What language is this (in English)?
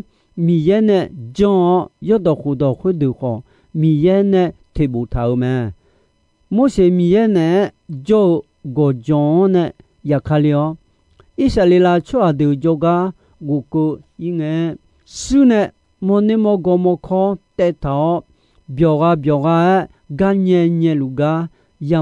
Akha